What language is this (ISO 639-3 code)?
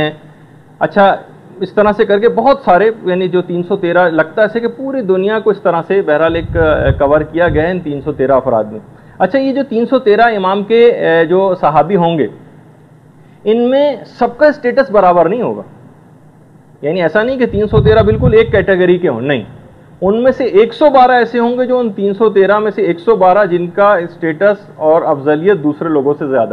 urd